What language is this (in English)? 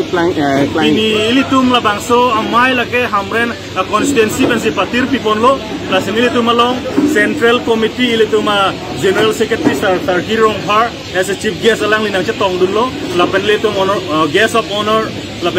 Karbi